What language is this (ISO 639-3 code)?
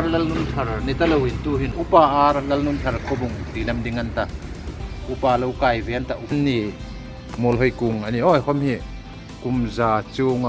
hmr